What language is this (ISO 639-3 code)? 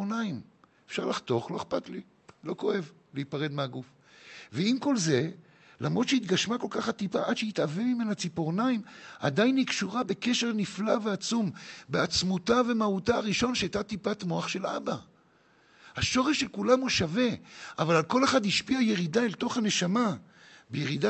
heb